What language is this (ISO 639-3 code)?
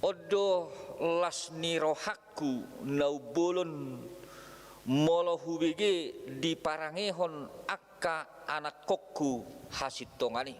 bbc